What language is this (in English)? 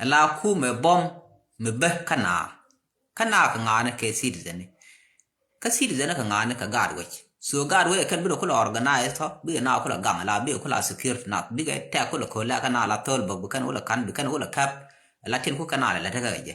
Nuer